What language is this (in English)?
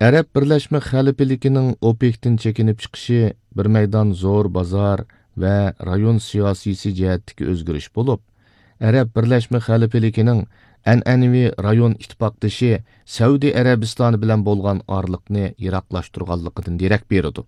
Uyghur